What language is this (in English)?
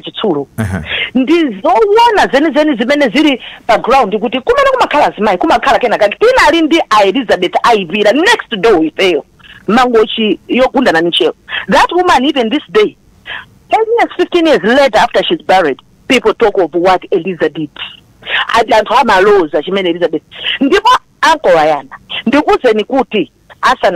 Nyanja